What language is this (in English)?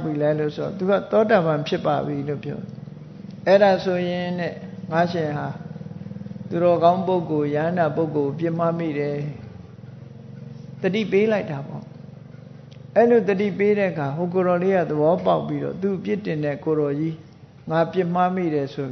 Burmese